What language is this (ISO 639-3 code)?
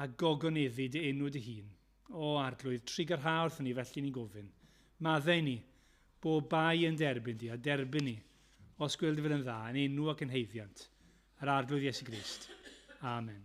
cym